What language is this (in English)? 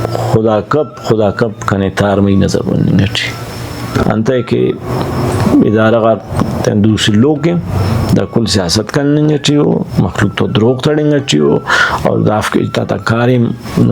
Brahui